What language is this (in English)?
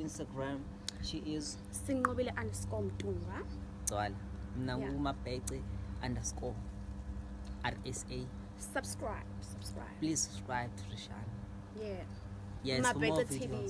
Zulu